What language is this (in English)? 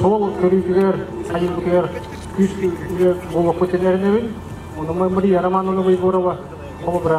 Yakut